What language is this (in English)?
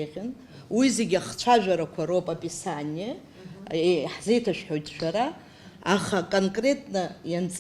Abkhazian